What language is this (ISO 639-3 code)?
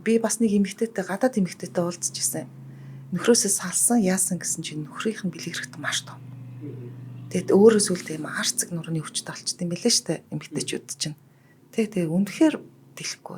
mon